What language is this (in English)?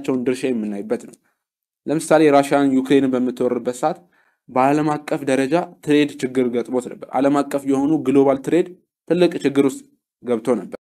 Amharic